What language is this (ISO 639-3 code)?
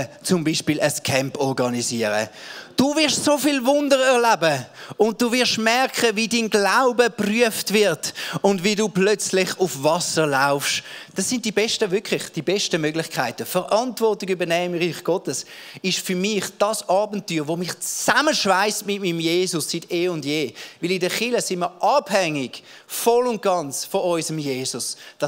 gsw